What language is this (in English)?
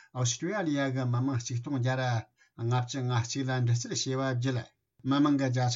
Tibetan